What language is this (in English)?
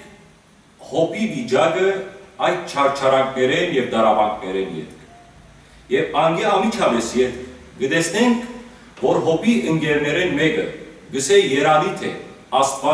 Western Armenian